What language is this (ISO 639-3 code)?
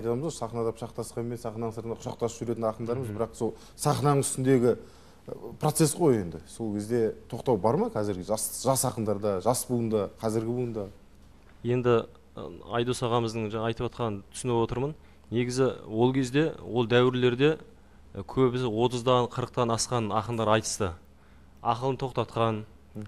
kaz